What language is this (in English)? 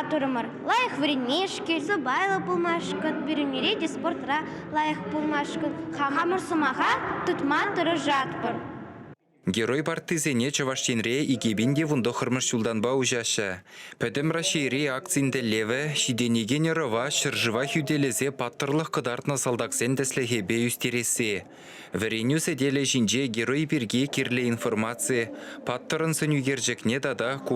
Chuvash